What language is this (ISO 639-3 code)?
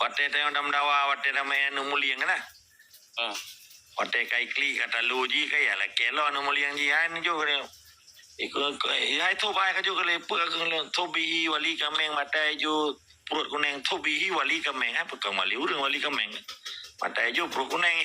ace